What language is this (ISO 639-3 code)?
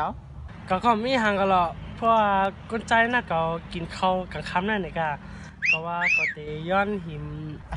shn